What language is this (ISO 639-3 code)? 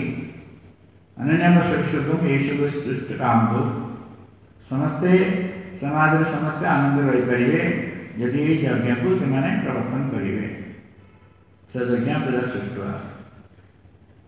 ori